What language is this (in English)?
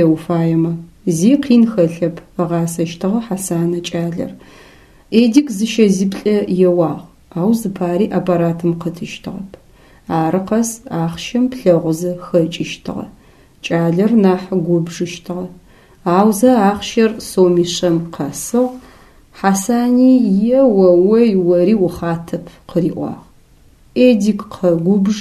Adyghe